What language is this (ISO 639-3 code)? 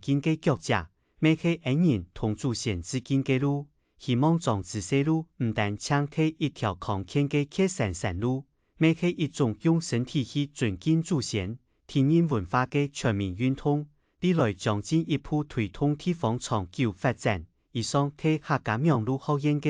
hak